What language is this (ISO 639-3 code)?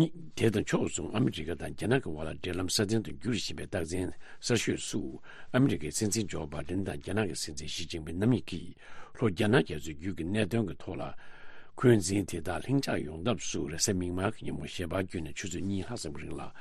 bod